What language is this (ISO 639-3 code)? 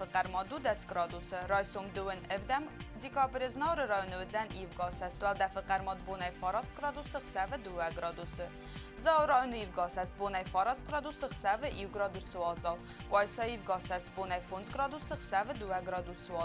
oss